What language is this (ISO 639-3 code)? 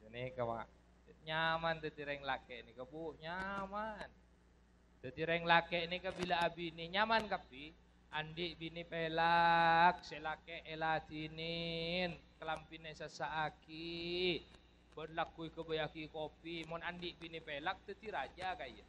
mad